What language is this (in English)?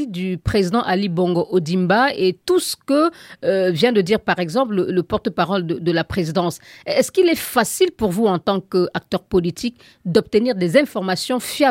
French